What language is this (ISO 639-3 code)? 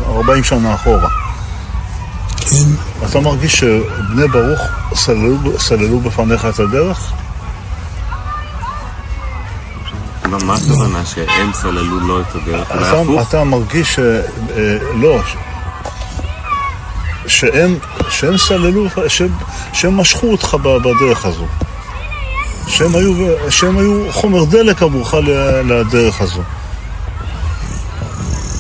heb